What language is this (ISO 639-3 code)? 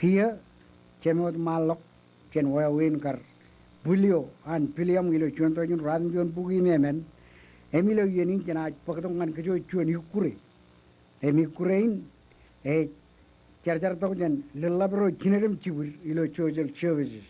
mah